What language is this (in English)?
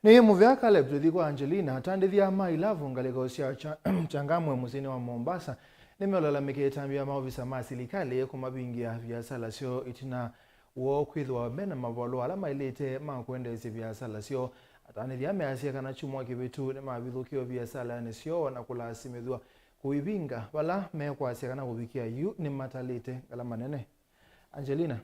Kamba